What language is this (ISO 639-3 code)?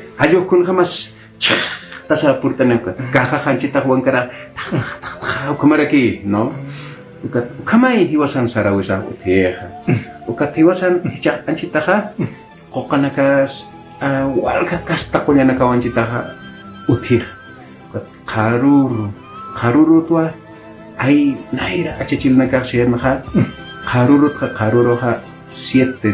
aym